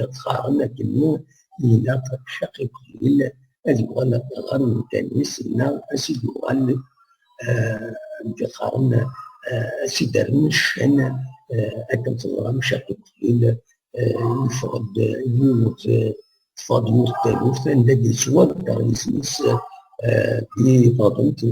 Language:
Kabyle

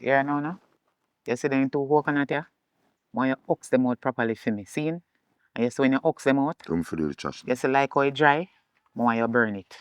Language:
Jamaican Creole English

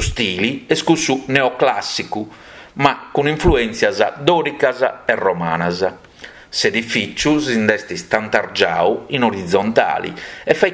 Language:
Sardinian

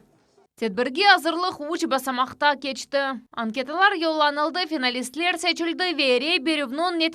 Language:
Crimean Tatar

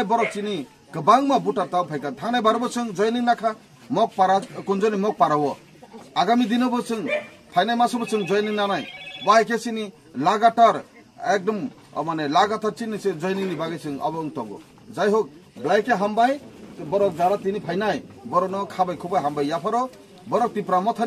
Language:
Kok Borok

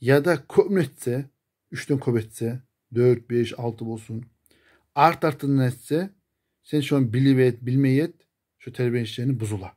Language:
Kumyk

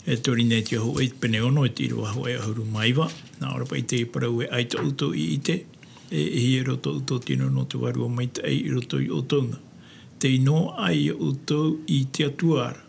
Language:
Tahitian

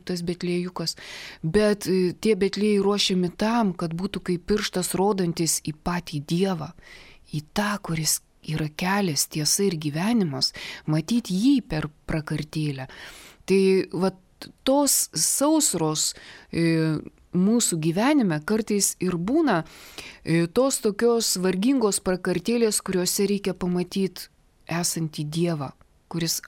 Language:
Lithuanian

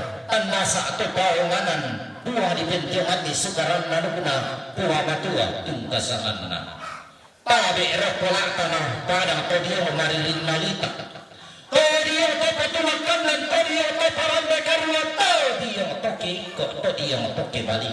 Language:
Toraja-Sa'dan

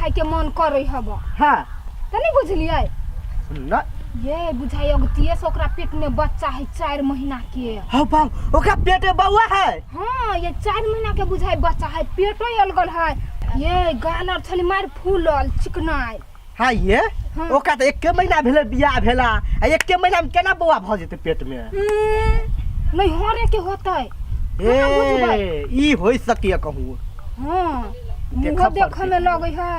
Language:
Maithili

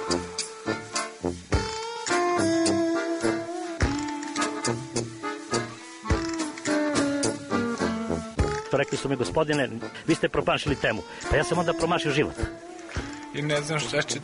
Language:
Serbian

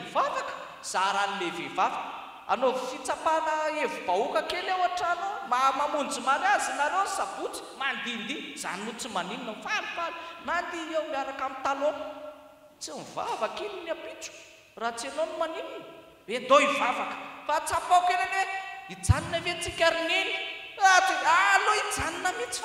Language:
Malagasy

